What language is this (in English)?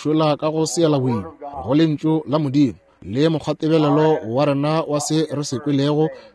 Northern Sotho